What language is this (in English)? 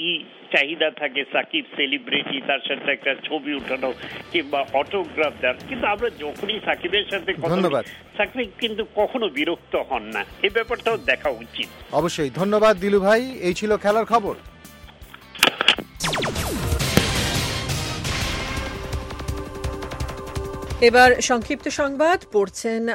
Bangla